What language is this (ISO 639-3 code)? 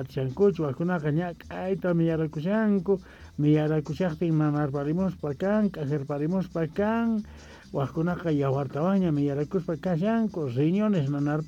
quh